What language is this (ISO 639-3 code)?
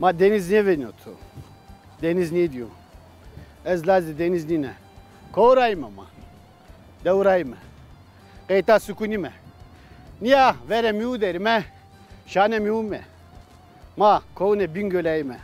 zza